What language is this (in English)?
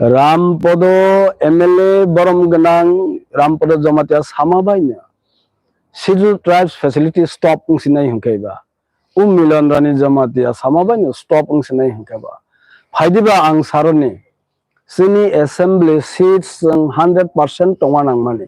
Kok Borok